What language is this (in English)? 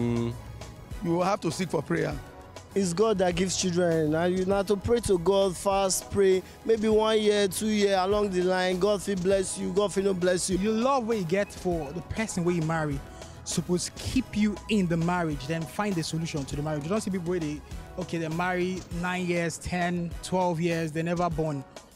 Nigerian Pidgin